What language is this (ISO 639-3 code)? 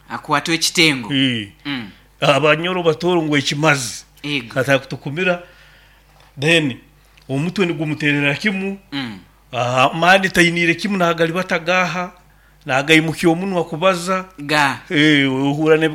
nyo